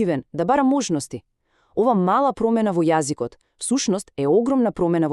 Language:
Macedonian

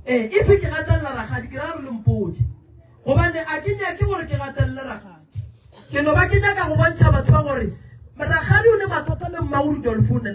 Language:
Northern Sotho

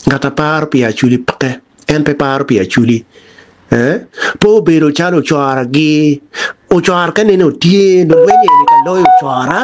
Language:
Acoli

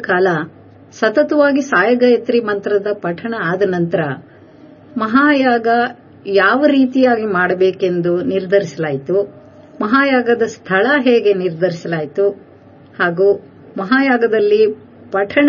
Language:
Kannada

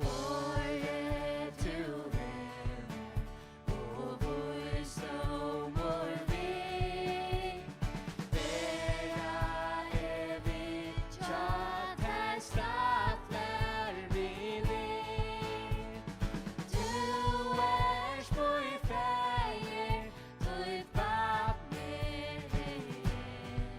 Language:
Faroese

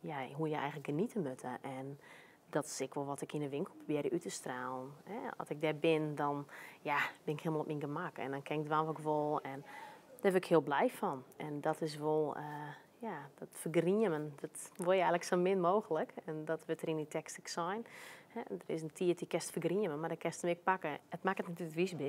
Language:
Western Frisian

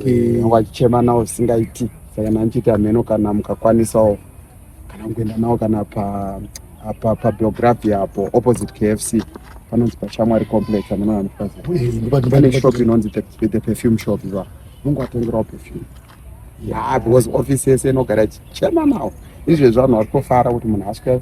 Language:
Shona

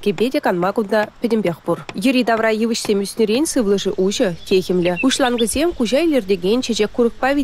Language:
Chuvash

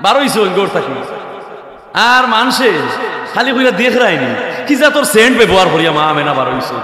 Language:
Sylheti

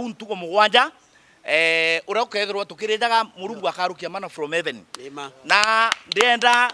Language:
Meru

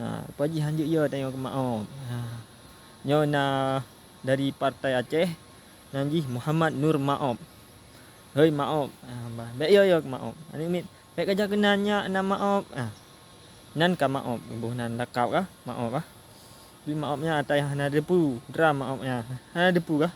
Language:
Achinese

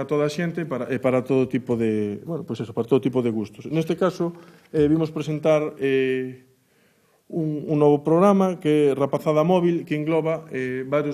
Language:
Galician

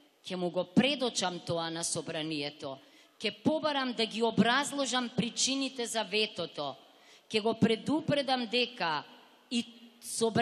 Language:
Macedonian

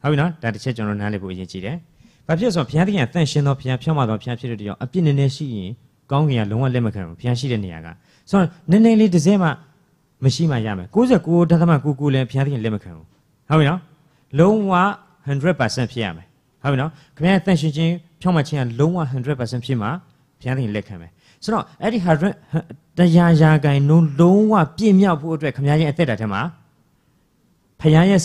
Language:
Burmese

